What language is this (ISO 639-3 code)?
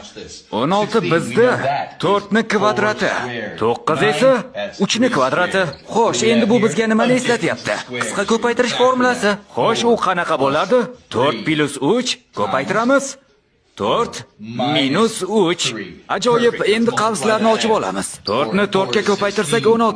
uzb